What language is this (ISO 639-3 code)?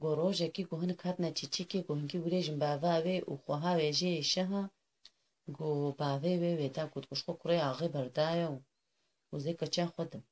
kur